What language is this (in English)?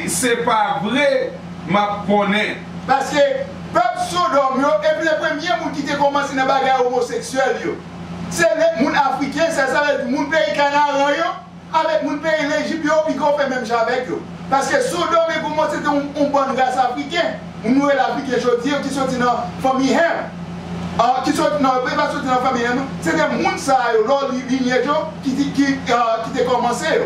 Haitian Creole